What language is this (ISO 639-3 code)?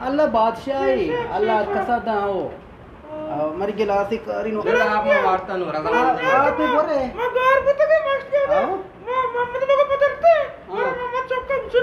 bgp